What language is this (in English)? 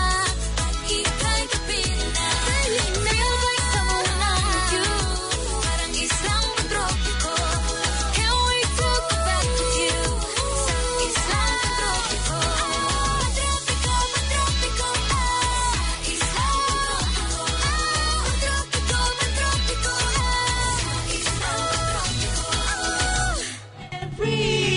Filipino